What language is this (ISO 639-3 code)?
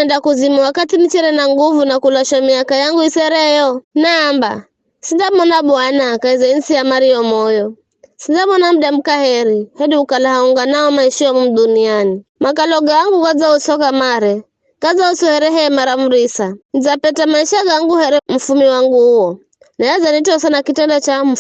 nyf